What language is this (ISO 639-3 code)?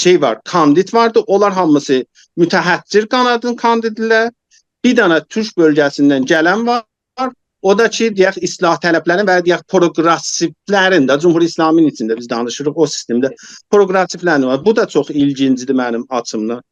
azb